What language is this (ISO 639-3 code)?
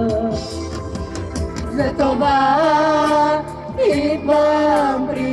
bul